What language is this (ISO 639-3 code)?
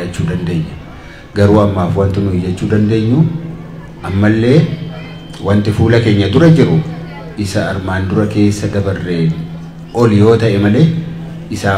orm